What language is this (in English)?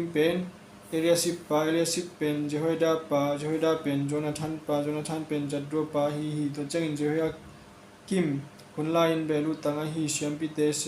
Tedim Chin